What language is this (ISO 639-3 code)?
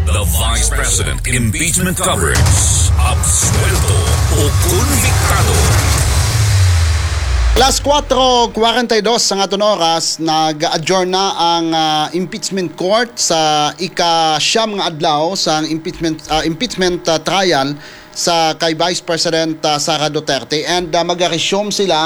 hil